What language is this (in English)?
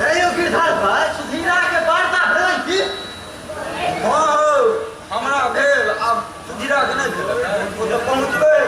Maithili